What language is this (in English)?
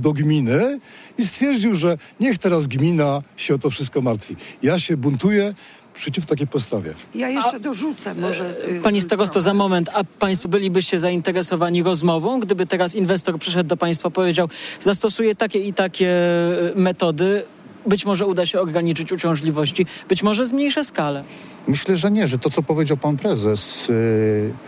Polish